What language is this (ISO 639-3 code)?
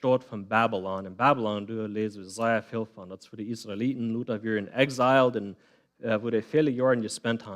pdt